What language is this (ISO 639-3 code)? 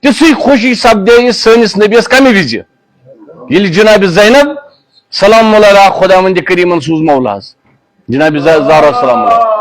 kas